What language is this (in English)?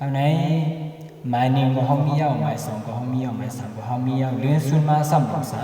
Shan